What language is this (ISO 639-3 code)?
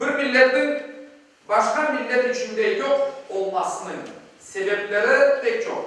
crh